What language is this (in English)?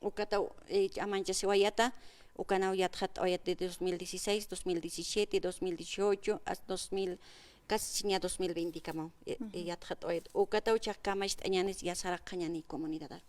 Aymara